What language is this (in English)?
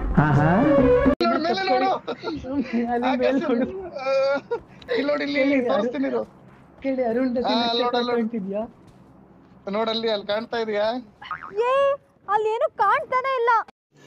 Kannada